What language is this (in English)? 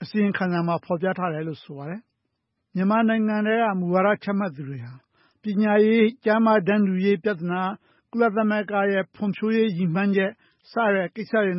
Burmese